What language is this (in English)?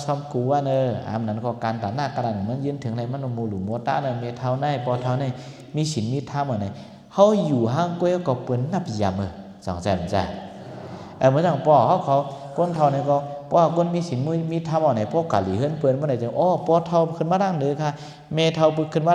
Shan